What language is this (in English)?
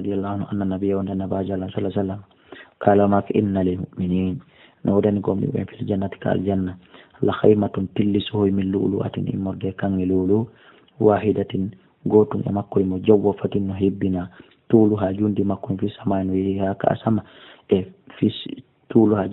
Fula